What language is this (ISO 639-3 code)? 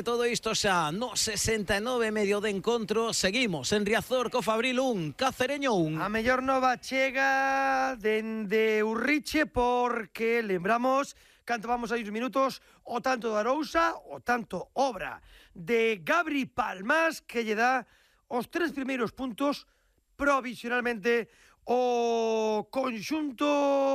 glg